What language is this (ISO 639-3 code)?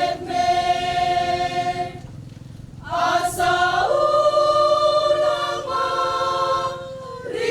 bbc